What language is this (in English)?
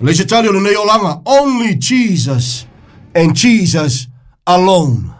Samoan